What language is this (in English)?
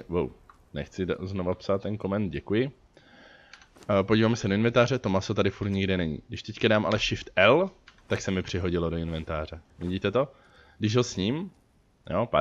Czech